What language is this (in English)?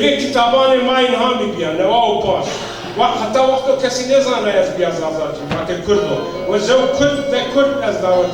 Zaza